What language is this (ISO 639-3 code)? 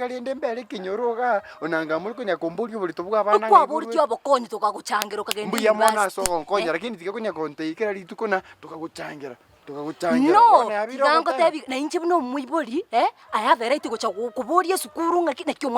guz